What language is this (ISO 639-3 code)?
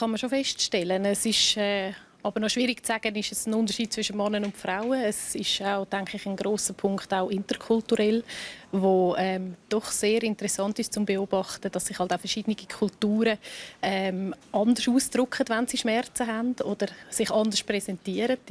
gsw